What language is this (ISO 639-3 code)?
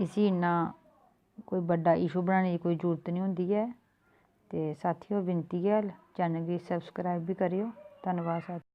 doi